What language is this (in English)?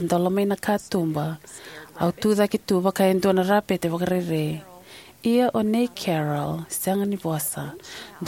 Fijian